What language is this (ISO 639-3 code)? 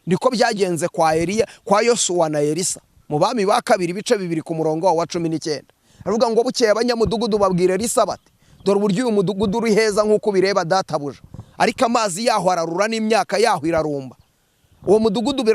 kin